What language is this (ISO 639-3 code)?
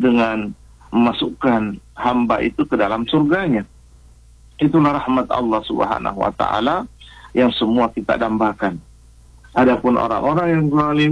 ind